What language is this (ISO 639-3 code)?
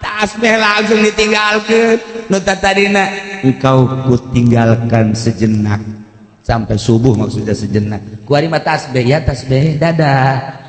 sun